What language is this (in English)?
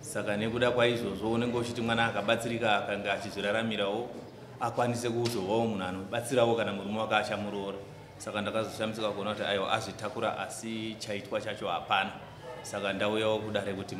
Shona